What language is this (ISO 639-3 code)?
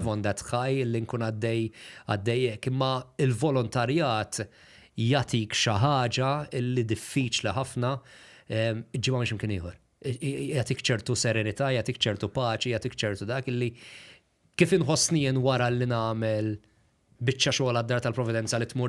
mlt